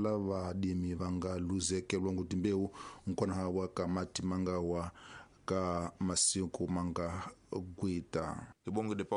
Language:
Tsonga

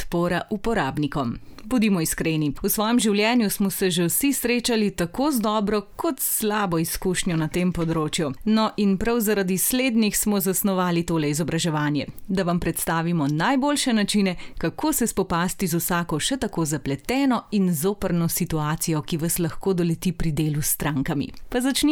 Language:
Slovenian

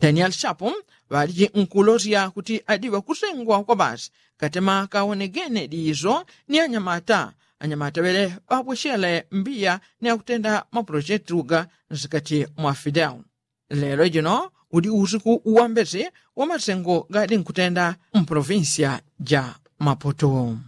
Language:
Yao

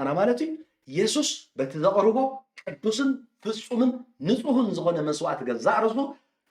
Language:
Tigrinya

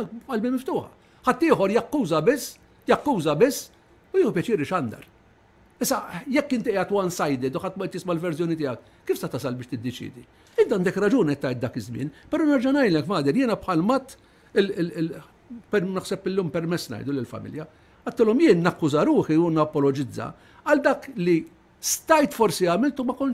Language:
Maltese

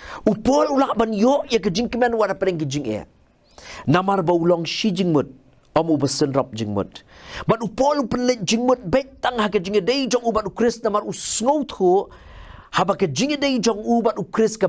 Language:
Khasi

